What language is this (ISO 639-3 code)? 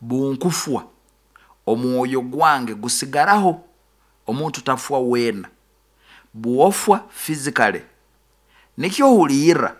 nyo